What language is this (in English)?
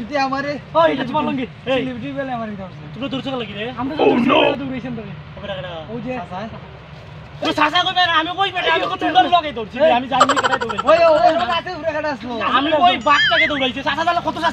Sylheti